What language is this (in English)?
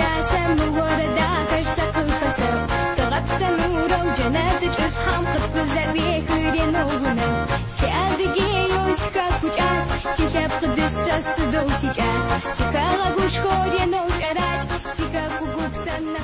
Adyghe